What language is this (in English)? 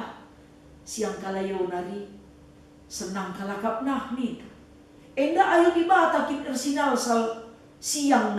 Batak Karo